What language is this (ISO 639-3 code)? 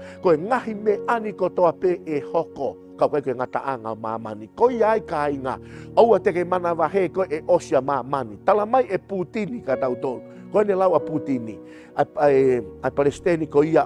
ton